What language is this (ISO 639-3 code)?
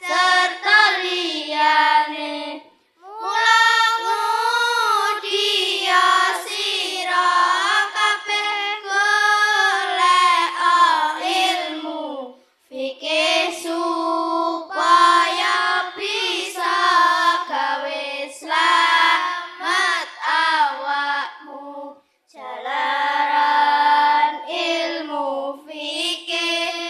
jav